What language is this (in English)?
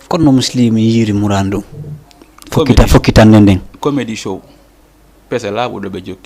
Fula